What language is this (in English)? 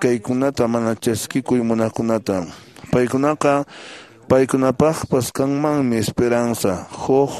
Quechua